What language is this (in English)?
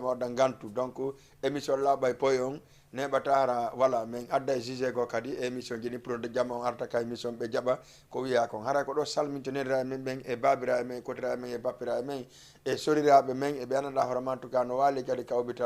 Fula